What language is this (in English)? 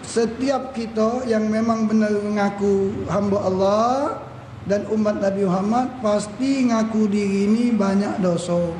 Musi